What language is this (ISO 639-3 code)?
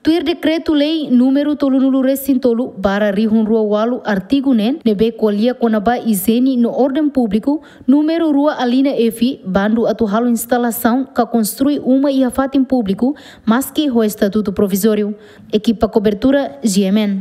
tet